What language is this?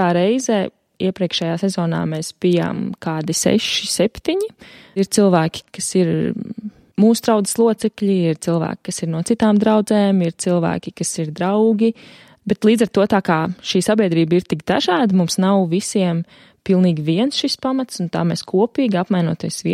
Latvian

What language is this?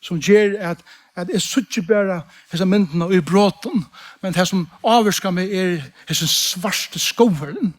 Faroese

